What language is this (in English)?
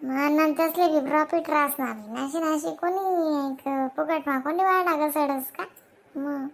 Khandesi